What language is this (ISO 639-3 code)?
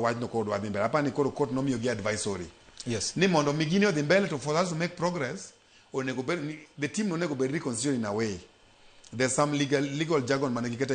luo